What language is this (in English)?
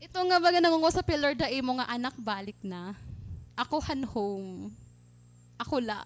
Waray